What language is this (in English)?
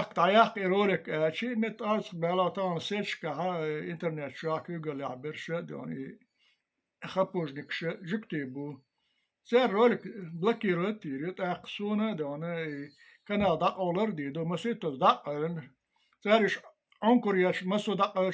Chechen